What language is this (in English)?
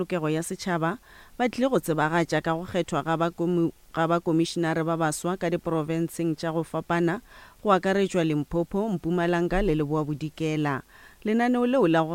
Northern Sotho